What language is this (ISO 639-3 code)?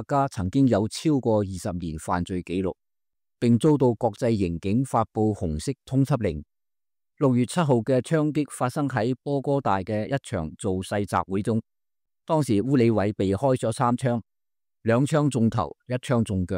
yue